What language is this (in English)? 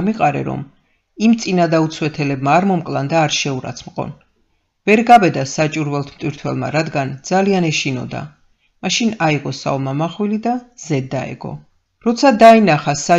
Georgian